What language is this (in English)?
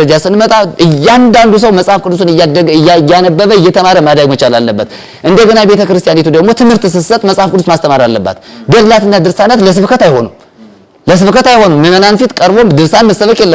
Amharic